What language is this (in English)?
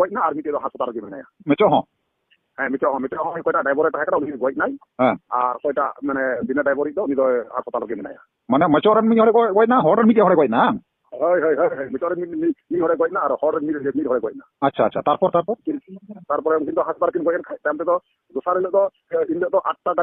Santali